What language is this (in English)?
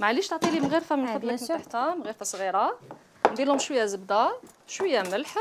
Algerian Arabic